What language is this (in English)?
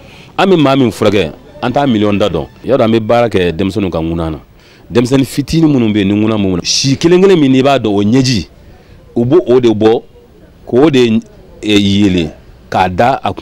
Bambara